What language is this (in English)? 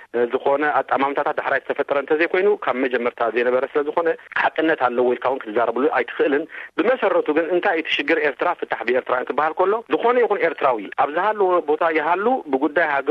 Tigrinya